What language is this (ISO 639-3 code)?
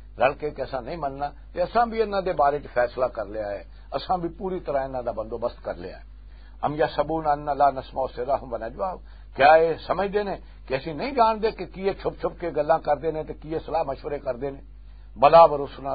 lah